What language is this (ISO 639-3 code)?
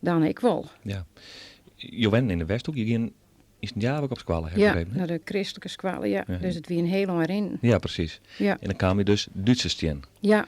fry